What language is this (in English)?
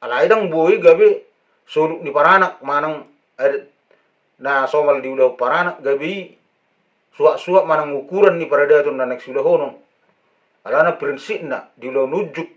Batak Toba